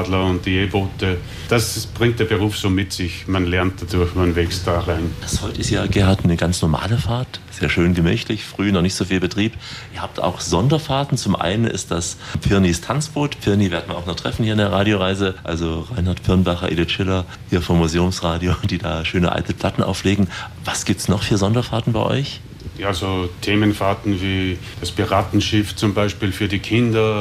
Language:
German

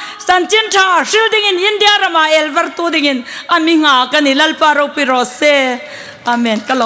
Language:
Hmar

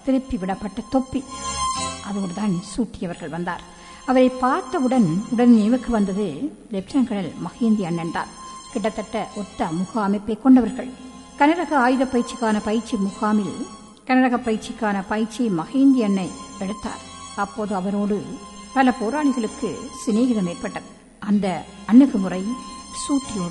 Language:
Tamil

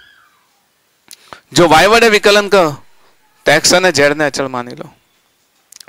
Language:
Gujarati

